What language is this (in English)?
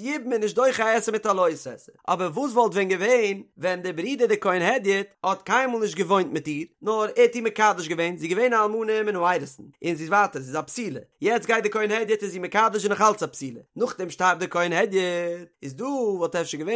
Yiddish